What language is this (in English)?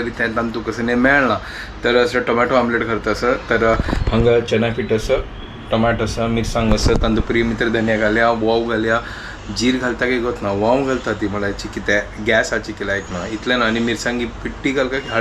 Konkani